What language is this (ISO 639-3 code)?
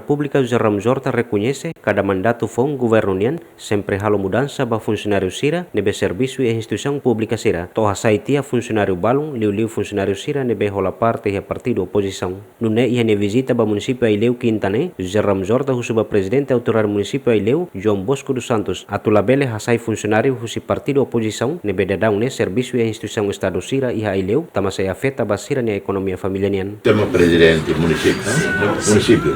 tet